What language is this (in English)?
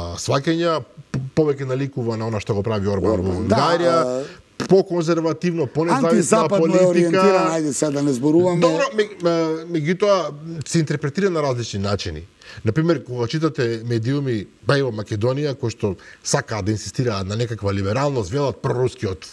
Macedonian